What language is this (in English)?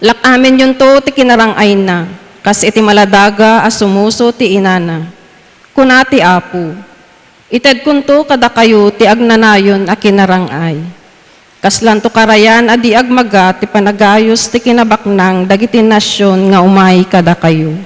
Iloko